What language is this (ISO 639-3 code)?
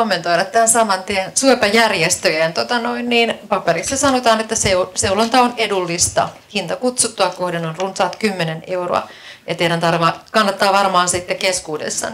fin